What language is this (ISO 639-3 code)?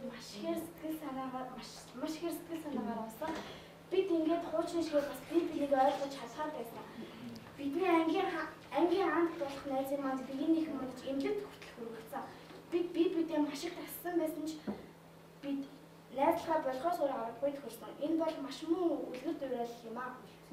mon